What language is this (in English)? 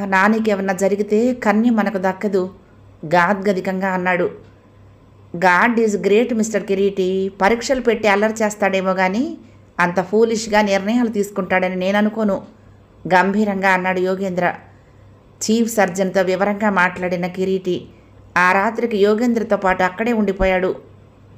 Telugu